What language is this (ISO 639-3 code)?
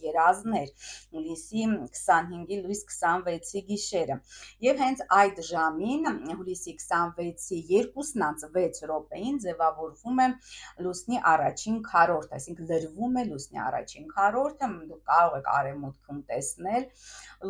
hye